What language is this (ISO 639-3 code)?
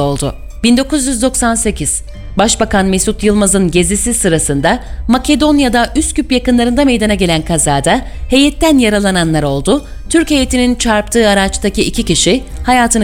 tur